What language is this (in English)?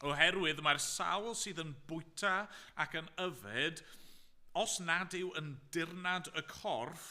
Welsh